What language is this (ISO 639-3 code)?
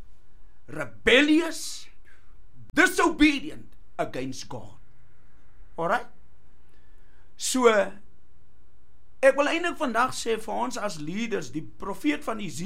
afr